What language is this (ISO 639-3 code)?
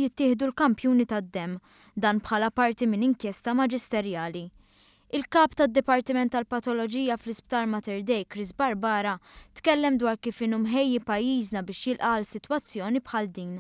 mlt